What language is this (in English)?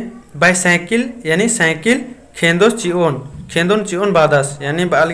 Kurukh